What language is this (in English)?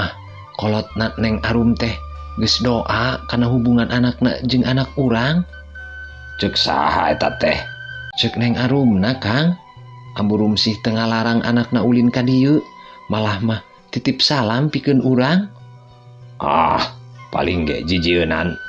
Sundanese